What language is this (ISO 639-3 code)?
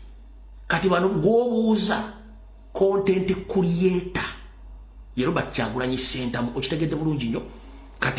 lug